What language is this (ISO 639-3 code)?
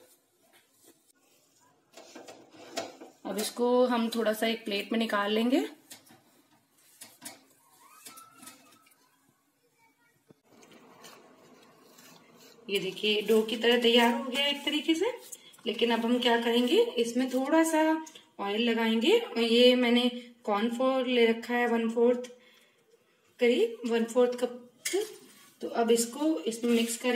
hin